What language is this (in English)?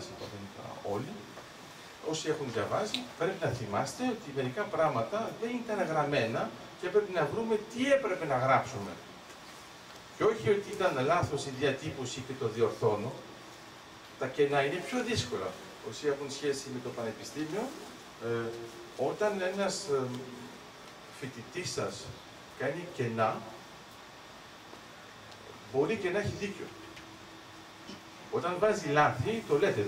Greek